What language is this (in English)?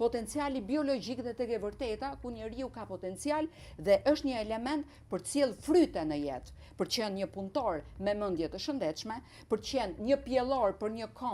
Albanian